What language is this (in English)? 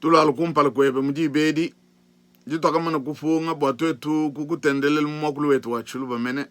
Luba-Lulua